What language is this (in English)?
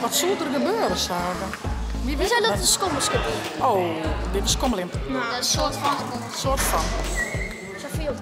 Western Frisian